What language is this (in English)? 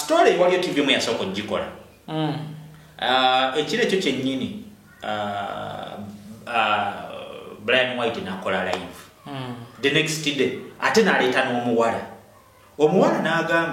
Ganda